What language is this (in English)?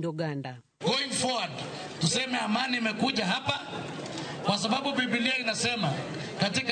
Luo (Kenya and Tanzania)